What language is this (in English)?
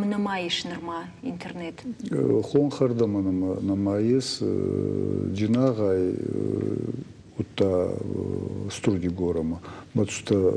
Ossetic